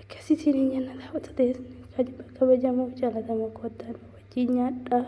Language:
Oromo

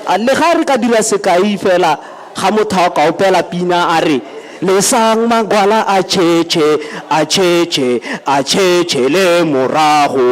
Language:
Tswana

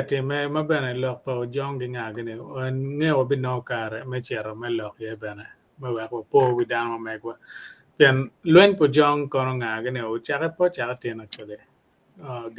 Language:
Acoli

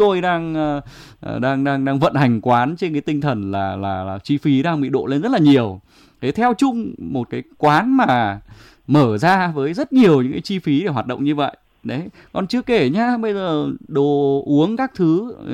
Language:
Vietnamese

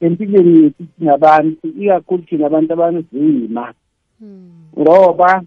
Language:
South Ndebele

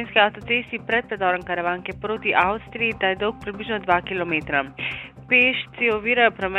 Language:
Slovenian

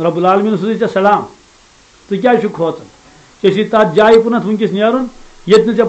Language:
Kashmiri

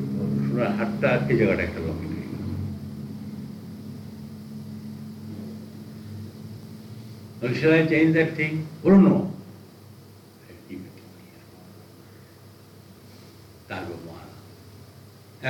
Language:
Bangla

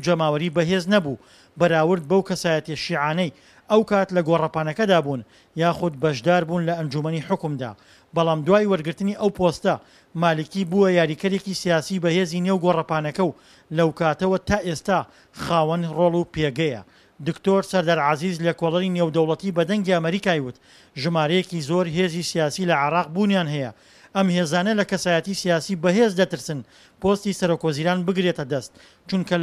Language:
Central Kurdish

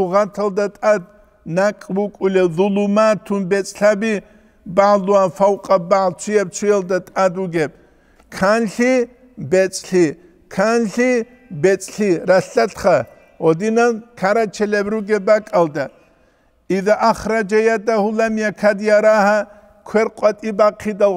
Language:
Avaric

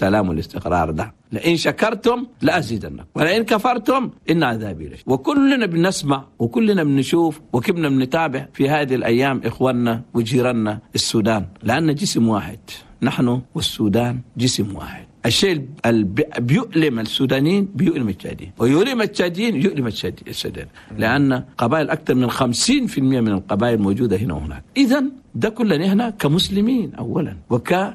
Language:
Chadian Arabic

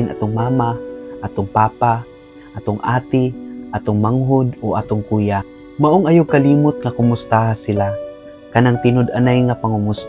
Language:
Cebuano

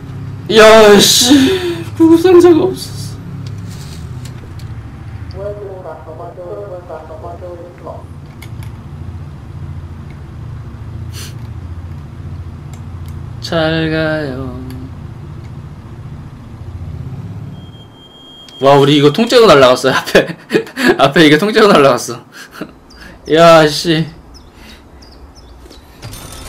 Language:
Korean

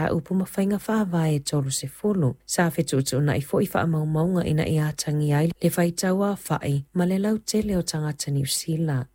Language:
Samoan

